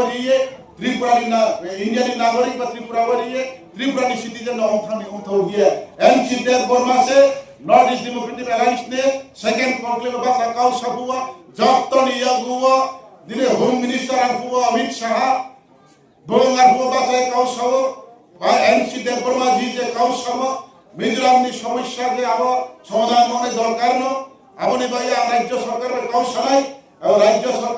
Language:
Riang (India)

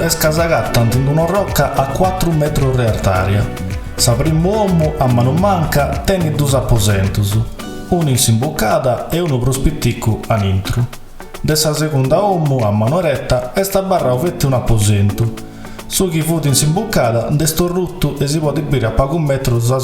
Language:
Sardinian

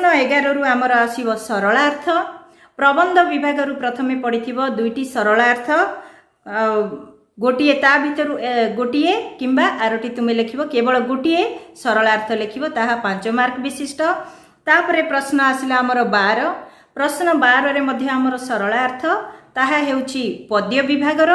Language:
Odia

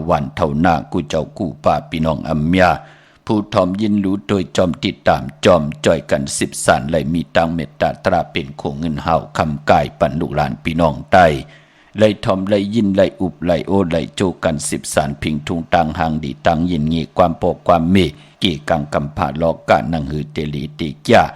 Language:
Shan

